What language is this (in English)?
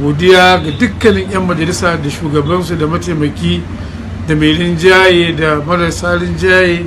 Hausa